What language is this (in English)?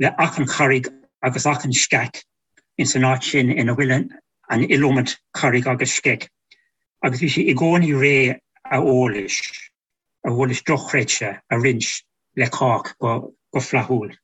Irish